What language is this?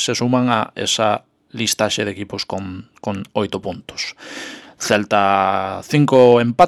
Galician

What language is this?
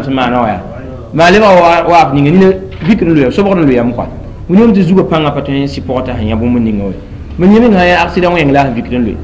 Mossi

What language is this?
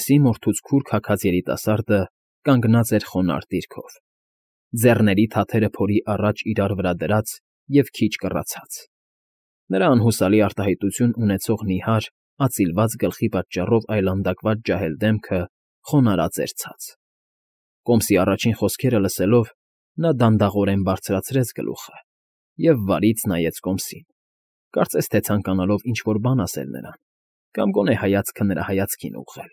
Armenian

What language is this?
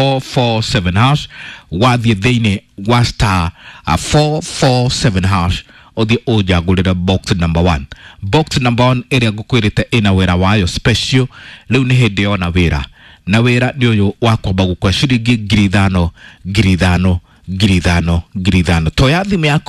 Kikuyu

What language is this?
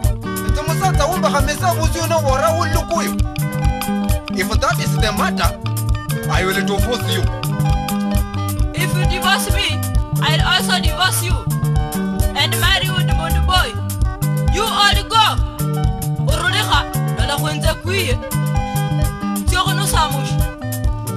Swahili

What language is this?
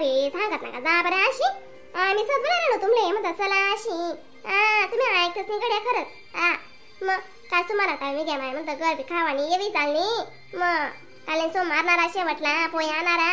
Khandesi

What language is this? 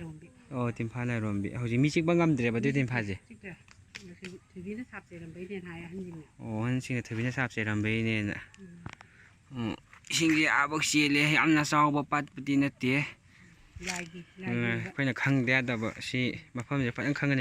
Manipuri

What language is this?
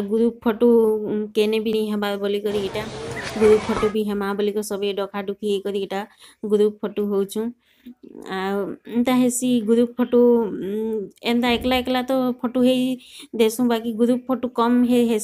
Sambalpuri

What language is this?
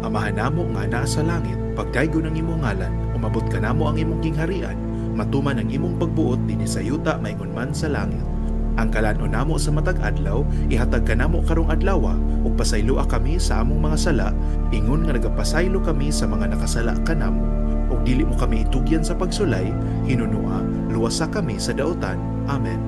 Cebuano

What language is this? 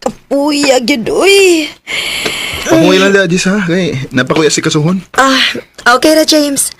Cebuano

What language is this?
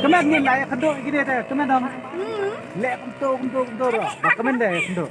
Khasi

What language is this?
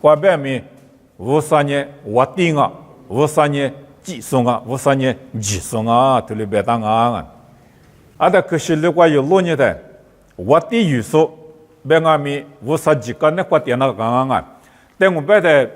Lisu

